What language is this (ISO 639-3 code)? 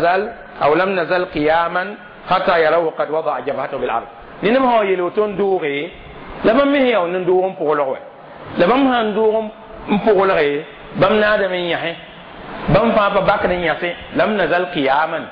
mos